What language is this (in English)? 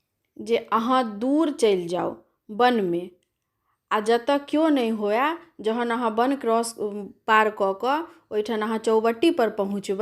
Maithili